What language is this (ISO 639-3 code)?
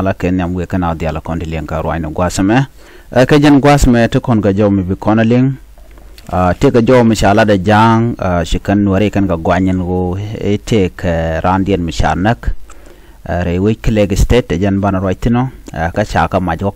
nus